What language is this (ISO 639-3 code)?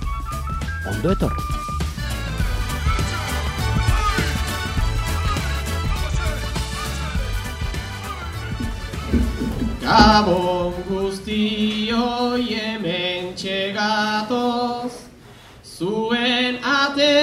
eus